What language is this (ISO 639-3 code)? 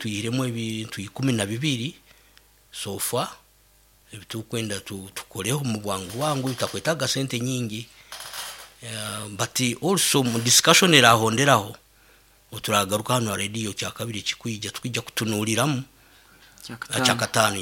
nyo